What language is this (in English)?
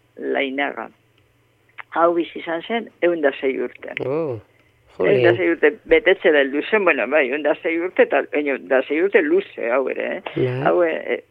Basque